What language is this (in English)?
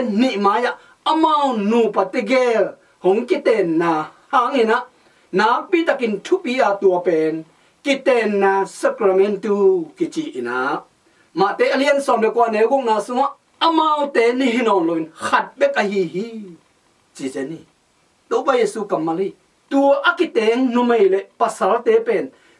Tedim Chin